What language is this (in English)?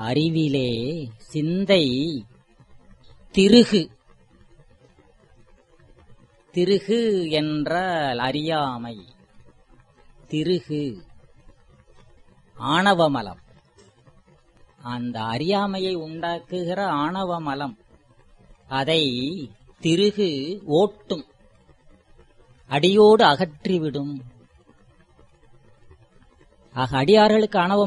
Tamil